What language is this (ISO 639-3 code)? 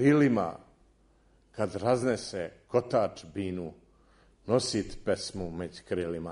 srp